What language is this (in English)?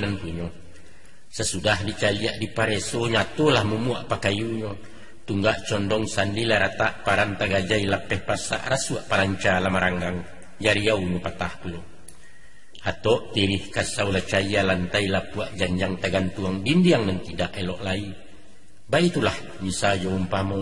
Minangkabau